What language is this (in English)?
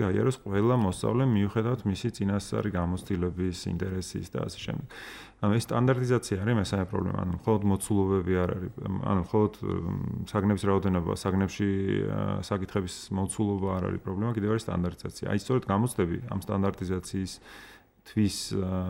Georgian